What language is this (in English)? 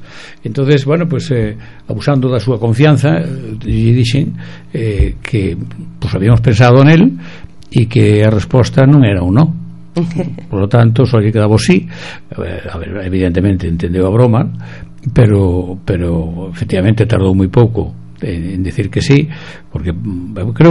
Galician